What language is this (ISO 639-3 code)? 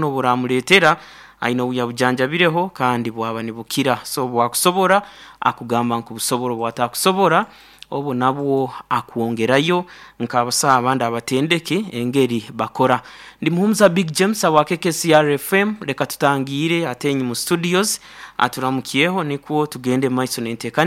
nyo